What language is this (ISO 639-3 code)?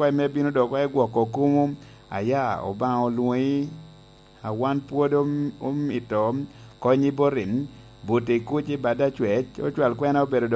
laj